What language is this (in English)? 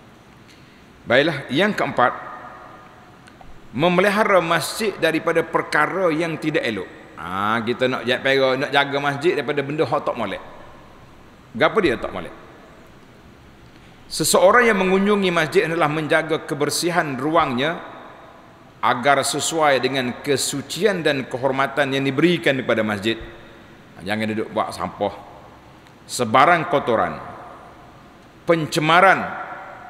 Malay